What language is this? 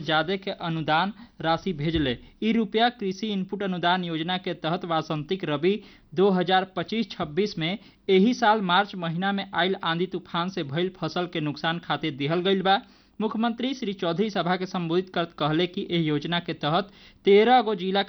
Bhojpuri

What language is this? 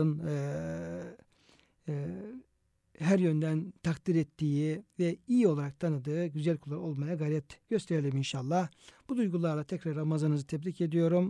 Turkish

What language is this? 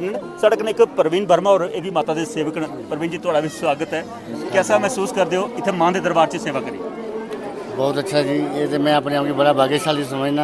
Dogri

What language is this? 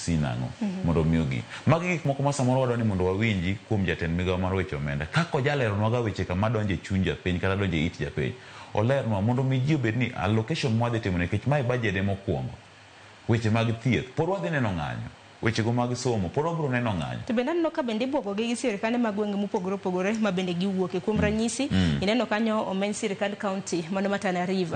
Luo (Kenya and Tanzania)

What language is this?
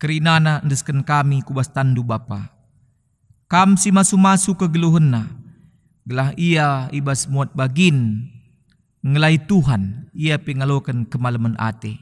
Batak Karo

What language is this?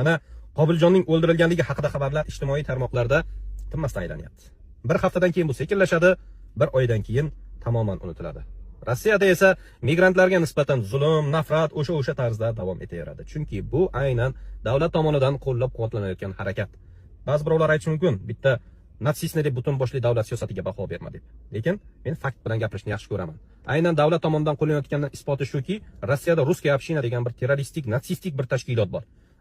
Uzbek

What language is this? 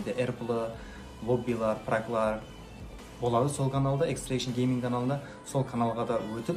Kara-Kalpak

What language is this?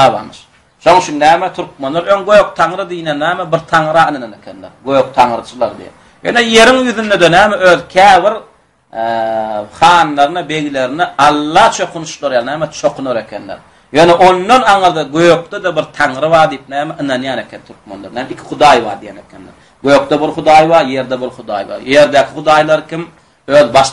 Turkmen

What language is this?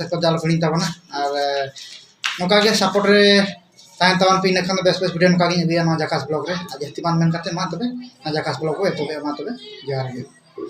Santali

